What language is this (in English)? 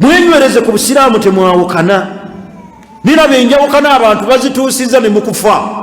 Ganda